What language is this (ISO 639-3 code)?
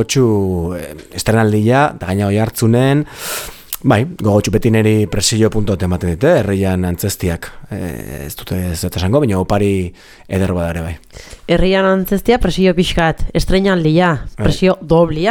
eus